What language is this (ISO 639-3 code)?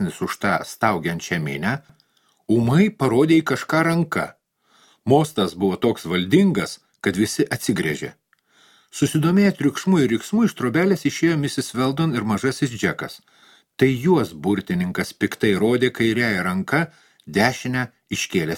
lit